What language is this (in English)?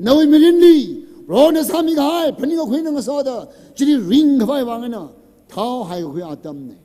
Tangkhul Naga (India)